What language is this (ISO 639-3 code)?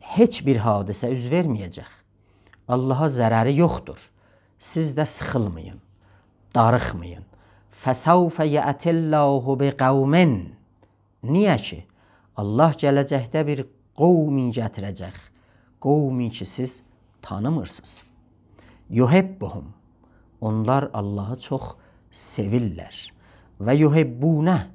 azb